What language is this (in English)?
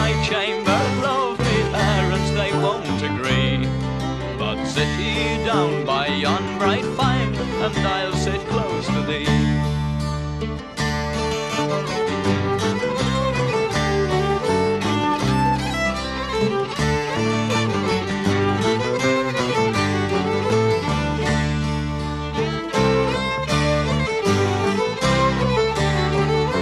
English